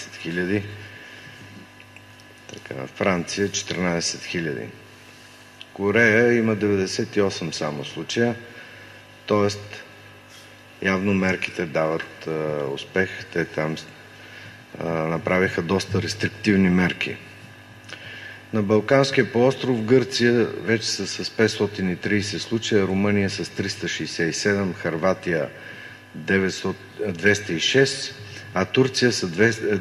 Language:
Bulgarian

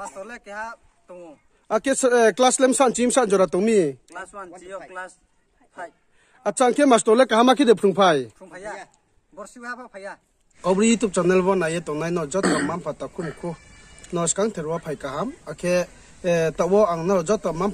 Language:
Riang (India)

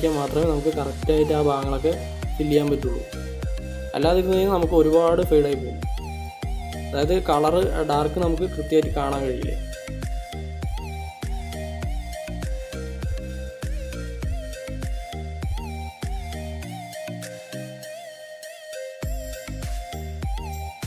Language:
Malayalam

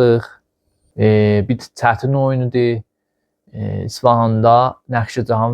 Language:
Azerbaijani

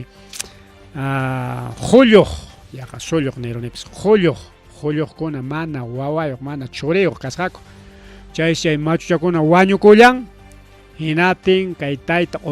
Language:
Ayacucho Quechua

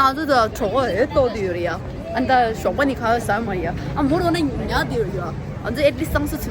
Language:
Tibetan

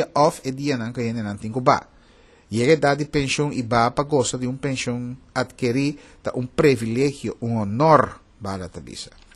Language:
Papiamento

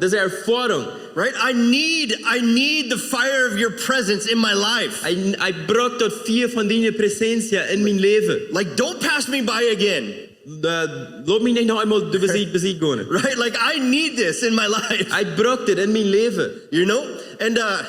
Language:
Plautdietsch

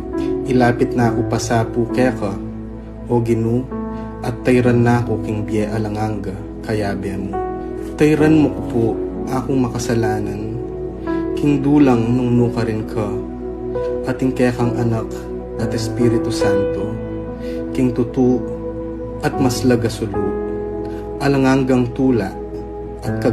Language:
Pampanga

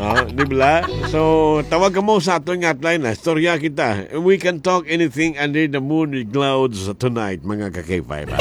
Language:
Hiligaynon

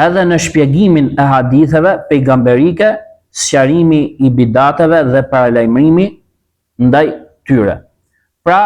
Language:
Albanian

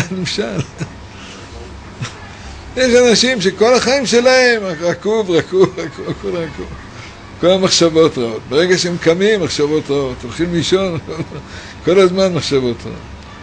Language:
Hebrew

